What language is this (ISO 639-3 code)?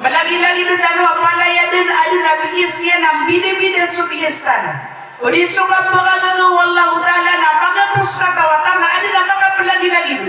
mrw